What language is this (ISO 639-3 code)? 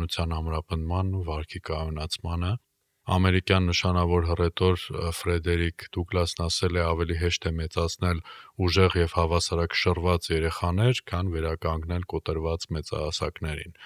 hye